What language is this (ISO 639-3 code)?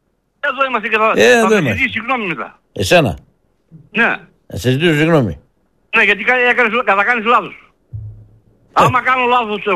ell